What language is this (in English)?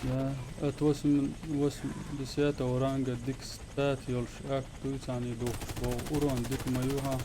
Chechen